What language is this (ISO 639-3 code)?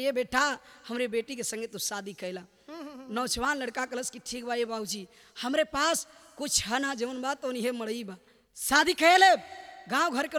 bho